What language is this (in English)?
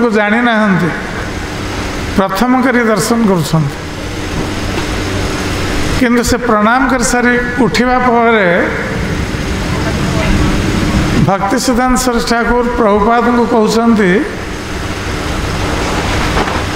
Odia